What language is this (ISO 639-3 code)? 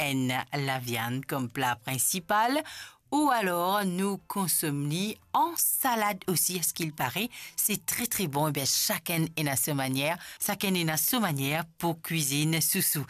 mfe